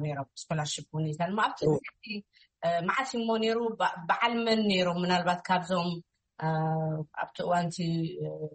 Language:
Tigrinya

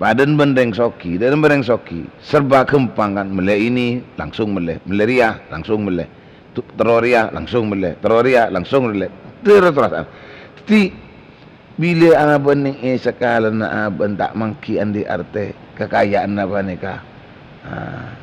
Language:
Madurese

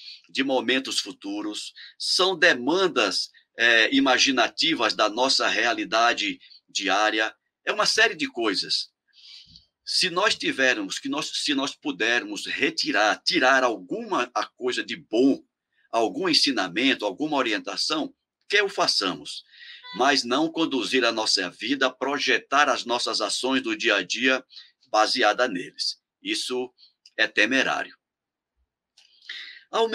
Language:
Portuguese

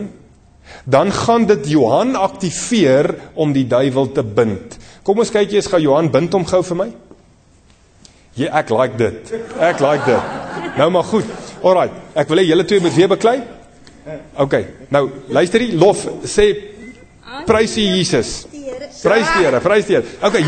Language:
Afrikaans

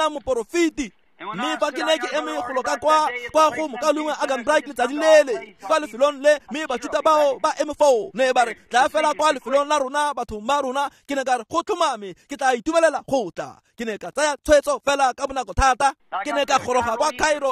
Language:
Tswana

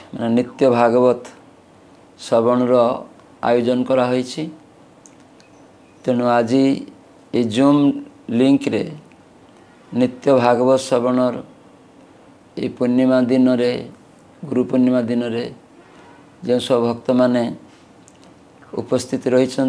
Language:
Odia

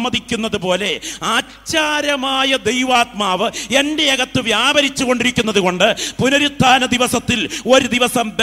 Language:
Malayalam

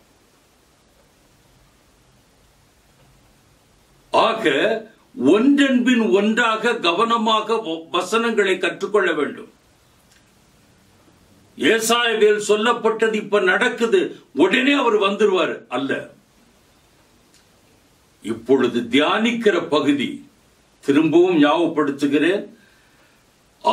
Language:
Tamil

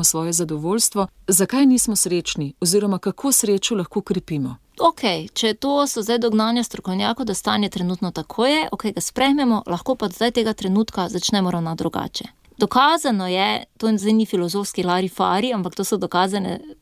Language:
Slovenian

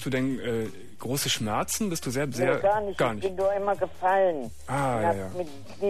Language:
German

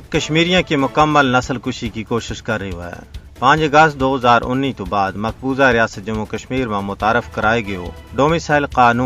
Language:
Gujari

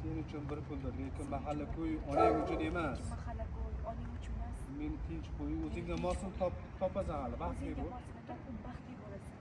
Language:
Uzbek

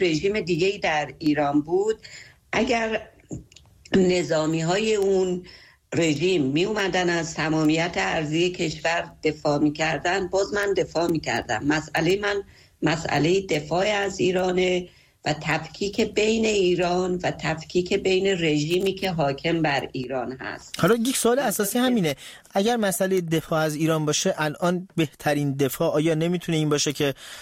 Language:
Persian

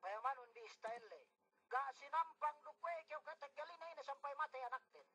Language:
Yakan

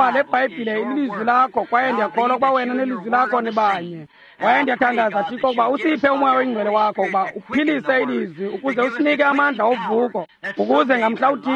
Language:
Xhosa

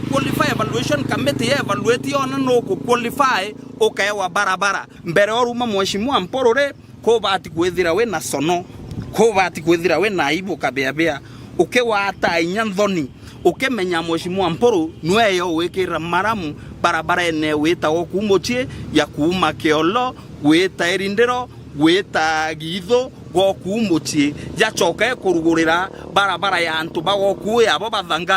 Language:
Meru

